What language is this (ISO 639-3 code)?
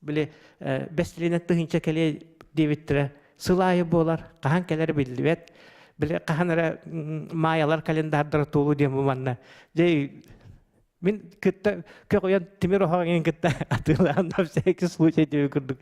sah